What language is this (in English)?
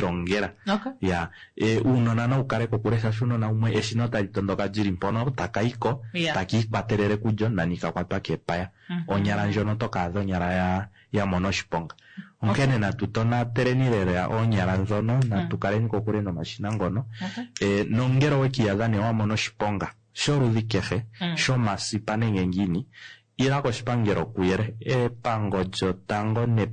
Kuanyama